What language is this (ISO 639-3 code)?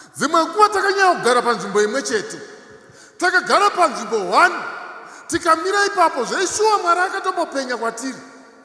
sna